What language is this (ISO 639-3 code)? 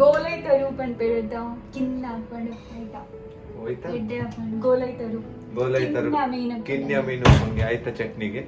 tcy